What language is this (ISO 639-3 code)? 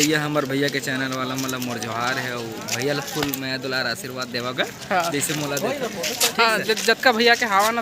hne